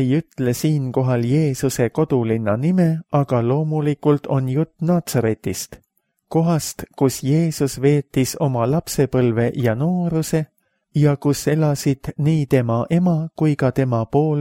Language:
Estonian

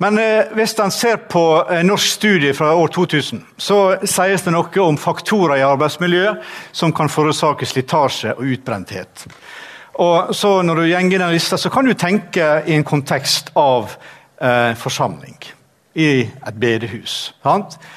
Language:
Norwegian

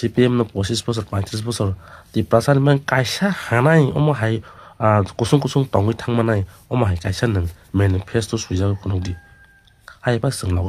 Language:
Kok Borok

